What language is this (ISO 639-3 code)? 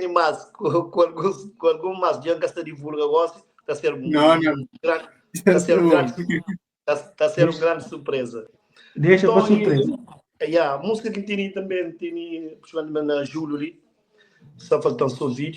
kea